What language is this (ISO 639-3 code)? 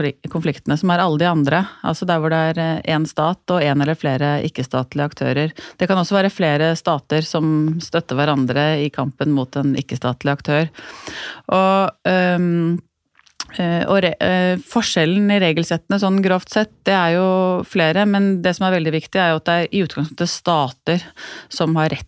nor